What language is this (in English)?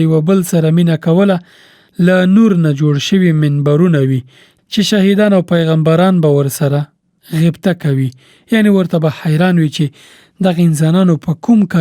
Pashto